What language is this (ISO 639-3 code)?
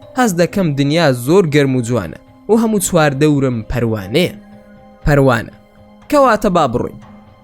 ckb